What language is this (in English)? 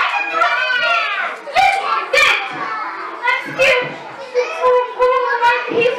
English